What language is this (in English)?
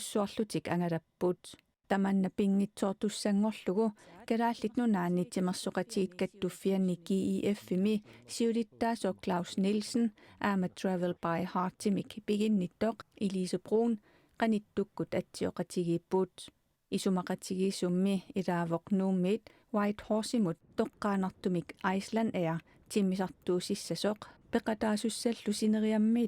Kalaallisut